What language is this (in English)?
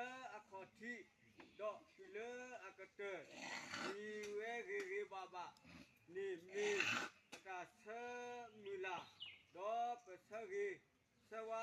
S'gaw Karen